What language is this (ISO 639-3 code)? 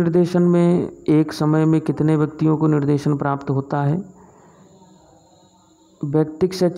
hin